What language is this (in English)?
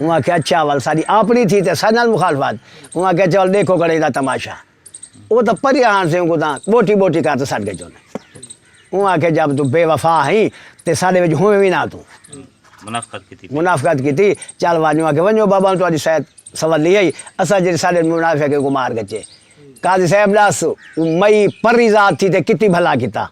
Saraiki